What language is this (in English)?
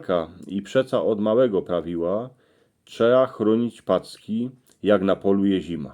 Silesian